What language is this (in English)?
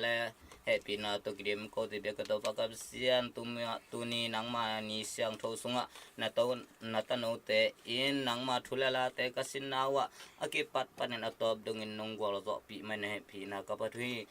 Tedim Chin